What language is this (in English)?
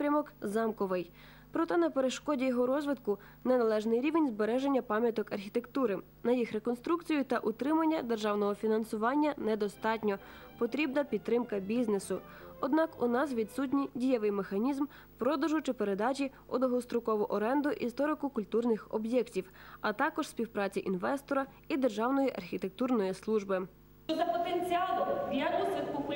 Ukrainian